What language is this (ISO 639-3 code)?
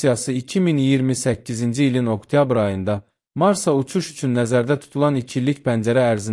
aze